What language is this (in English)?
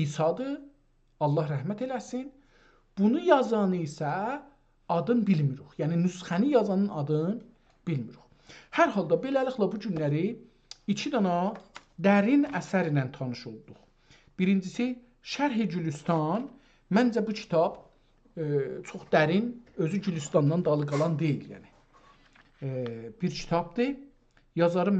South Azerbaijani